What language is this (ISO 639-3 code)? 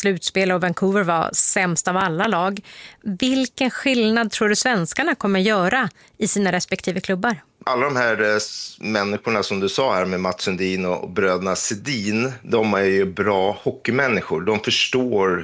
swe